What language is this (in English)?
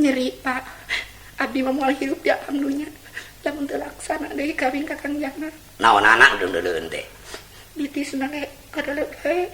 Sundanese